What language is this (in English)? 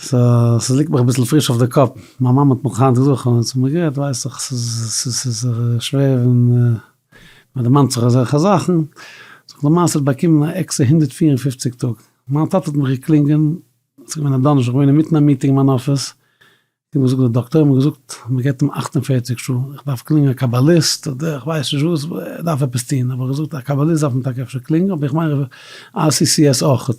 Yiddish